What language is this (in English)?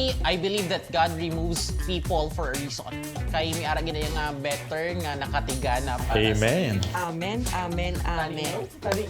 Hiligaynon